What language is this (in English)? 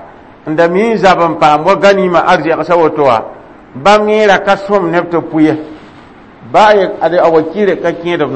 Mossi